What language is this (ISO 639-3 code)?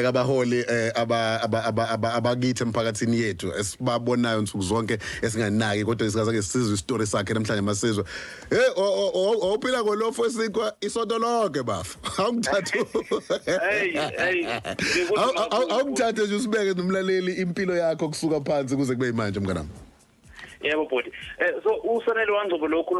zul